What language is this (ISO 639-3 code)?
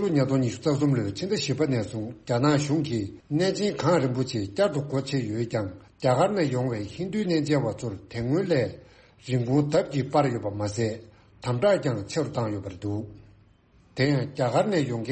bod